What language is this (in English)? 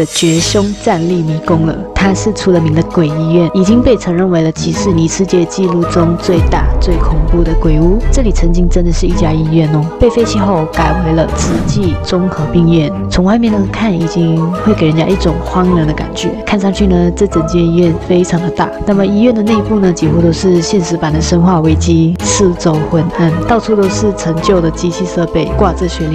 Chinese